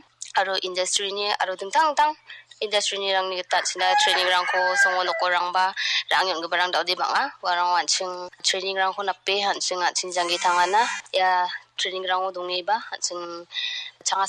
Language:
Garo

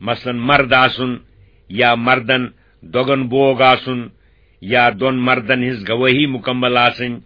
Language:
Kashmiri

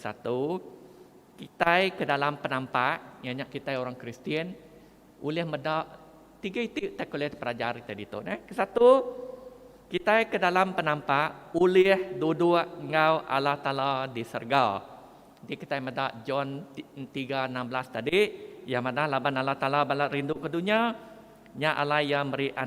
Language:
Iban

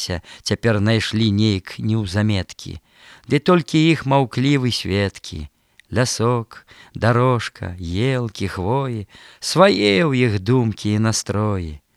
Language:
Belarusian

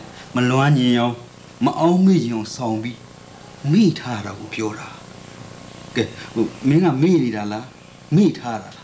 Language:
Burmese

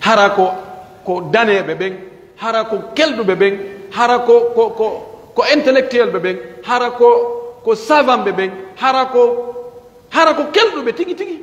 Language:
Pular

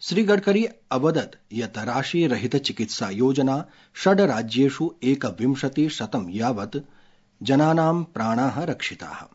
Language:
Sanskrit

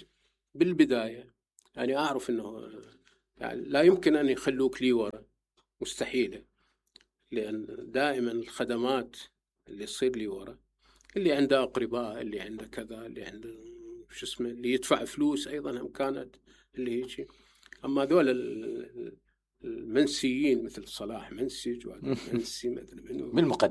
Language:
Mesopotamian Arabic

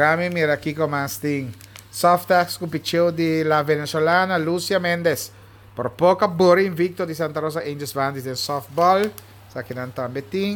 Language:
Papiamento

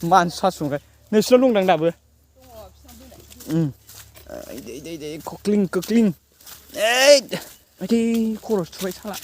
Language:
Bodo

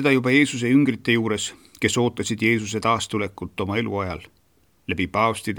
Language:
Estonian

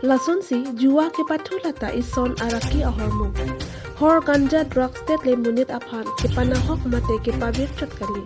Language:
Karbi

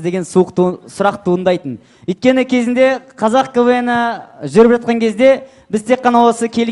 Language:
Kazakh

